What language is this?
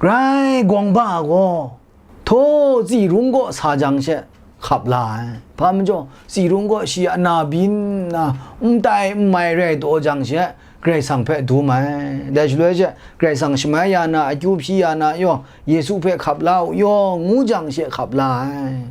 Kachin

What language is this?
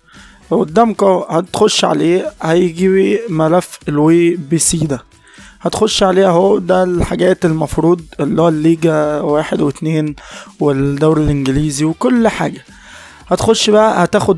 Egyptian Arabic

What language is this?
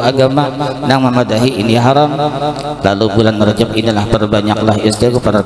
Banjar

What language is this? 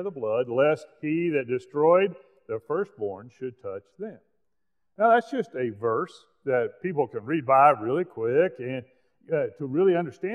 English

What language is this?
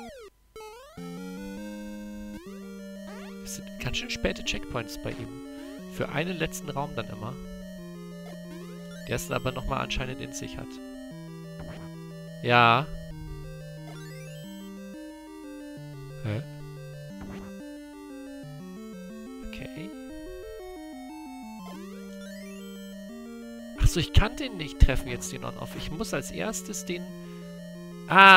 German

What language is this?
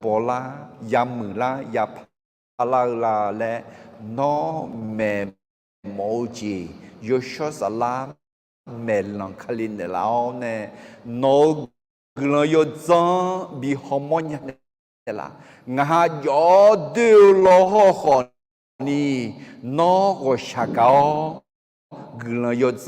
Akha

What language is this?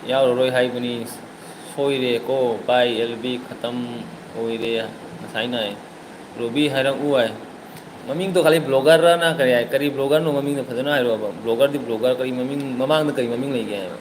Manipuri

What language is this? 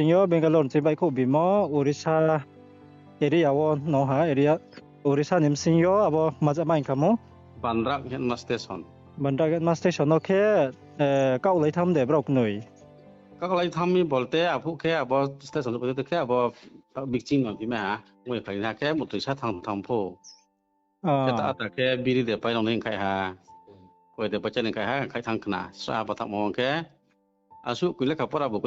Riang (India)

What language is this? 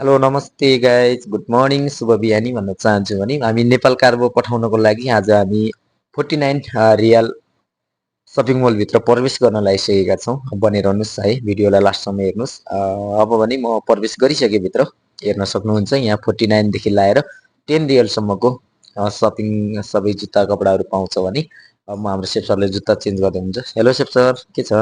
Nepali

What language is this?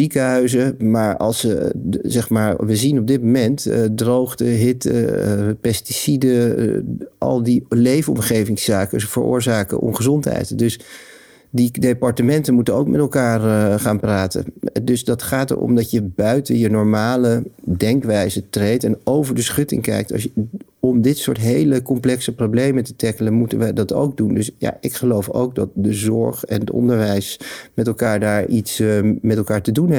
Dutch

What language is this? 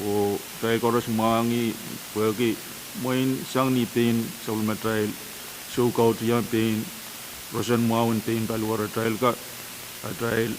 Pohnpeian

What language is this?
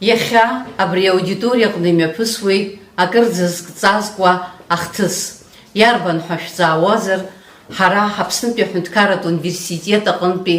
Abkhazian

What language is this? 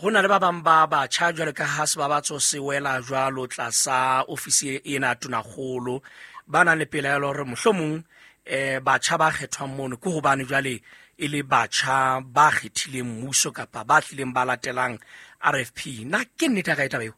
Southern Sotho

